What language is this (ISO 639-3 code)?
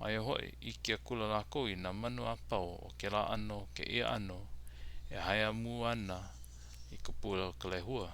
haw